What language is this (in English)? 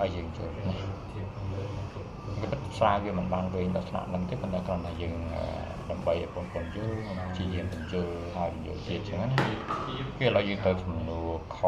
Khmer